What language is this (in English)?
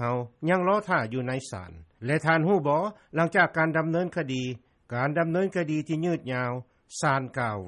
Lao